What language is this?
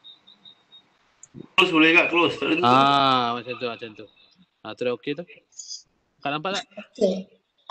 Malay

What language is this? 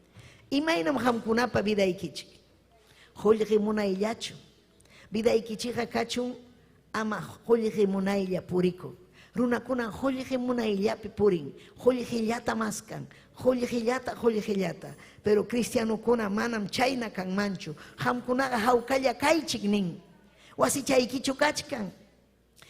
Ayacucho Quechua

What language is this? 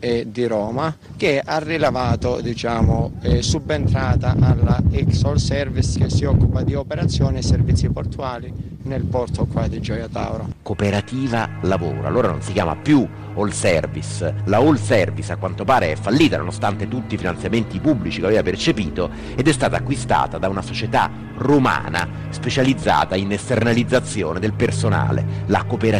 Italian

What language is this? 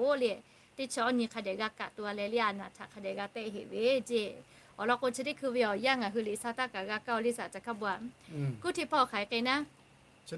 Lahu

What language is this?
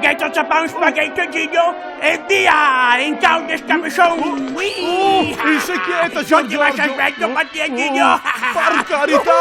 Venetian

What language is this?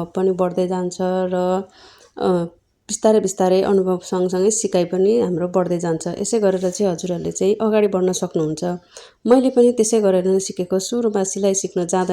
Nepali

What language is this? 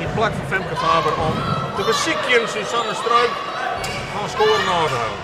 Western Frisian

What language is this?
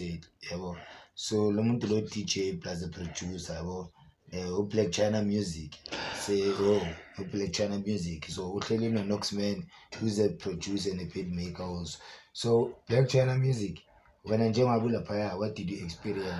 Zulu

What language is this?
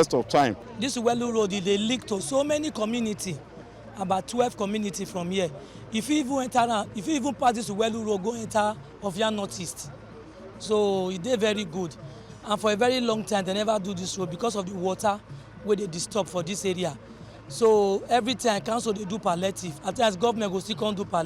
Nigerian Pidgin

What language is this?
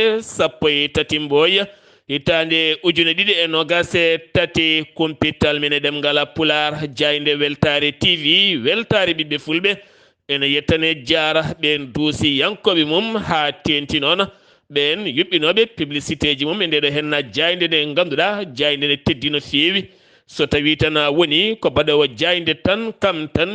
Fula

